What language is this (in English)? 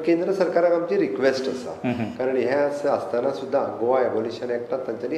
Konkani